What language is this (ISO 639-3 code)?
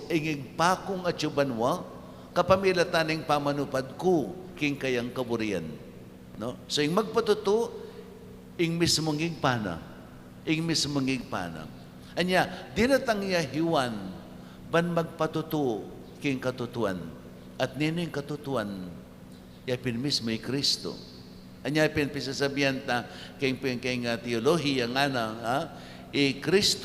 pam